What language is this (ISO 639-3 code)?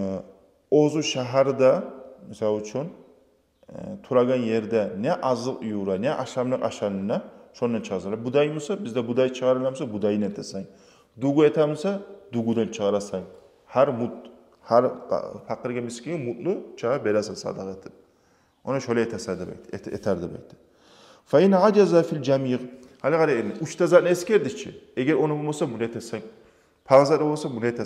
kum